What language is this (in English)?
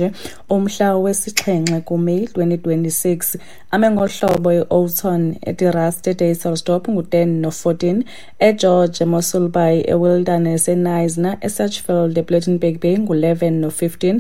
Xhosa